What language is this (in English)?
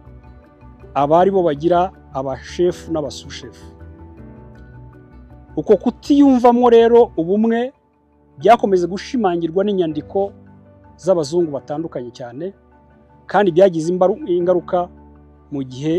Kinyarwanda